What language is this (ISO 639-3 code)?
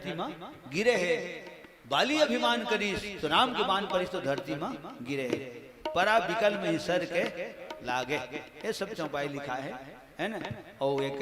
hne